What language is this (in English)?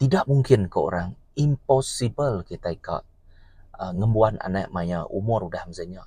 Iban